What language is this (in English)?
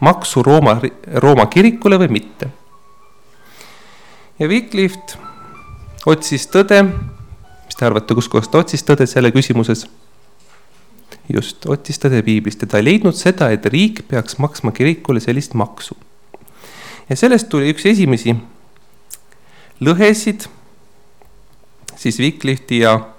Estonian